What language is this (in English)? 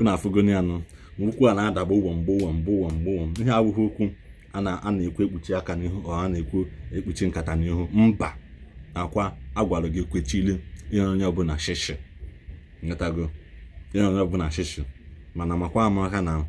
Igbo